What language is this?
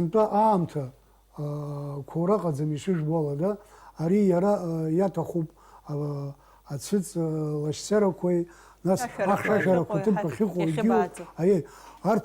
Abkhazian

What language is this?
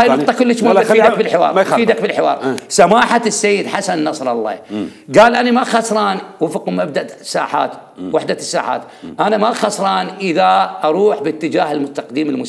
Mesopotamian Arabic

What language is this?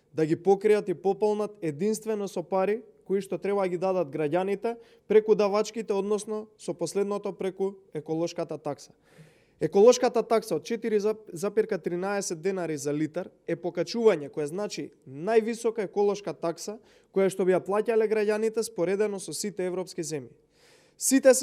Macedonian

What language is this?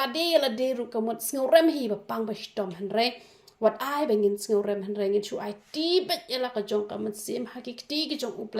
Khasi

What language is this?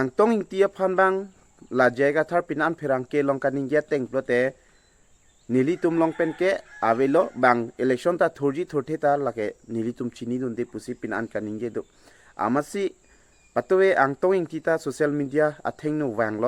Karbi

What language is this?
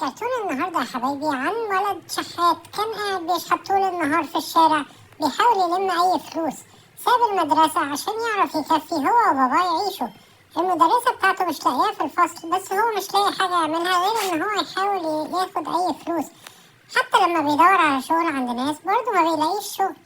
Egyptian Arabic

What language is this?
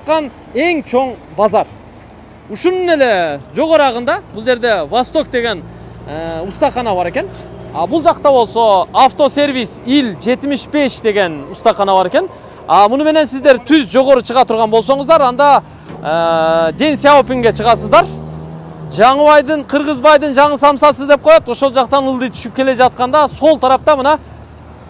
Kyrgyz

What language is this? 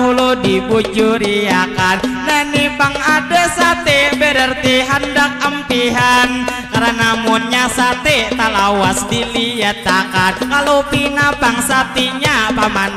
Banjar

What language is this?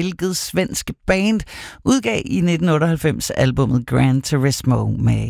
Danish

